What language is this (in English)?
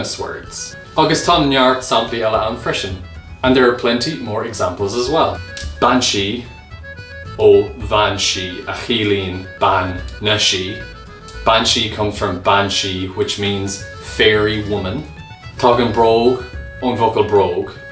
Irish